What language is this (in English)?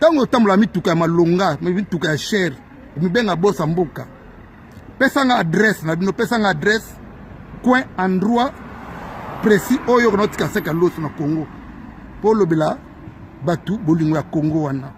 Lingala